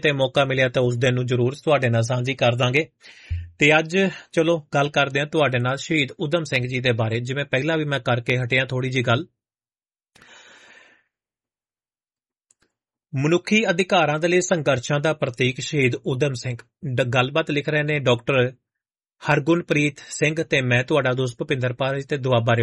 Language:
Punjabi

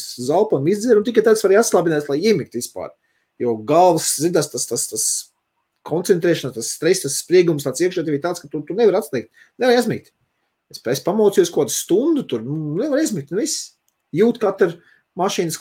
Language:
Latvian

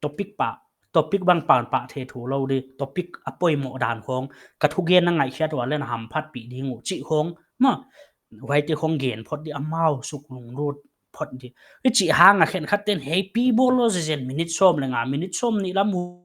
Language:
Paite Chin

